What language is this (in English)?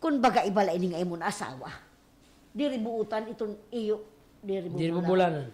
Waray